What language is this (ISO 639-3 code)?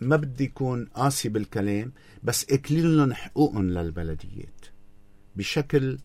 apc